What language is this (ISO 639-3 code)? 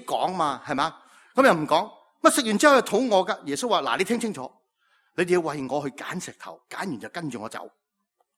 yue